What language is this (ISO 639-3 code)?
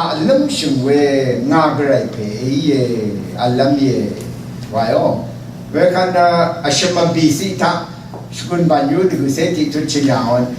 raw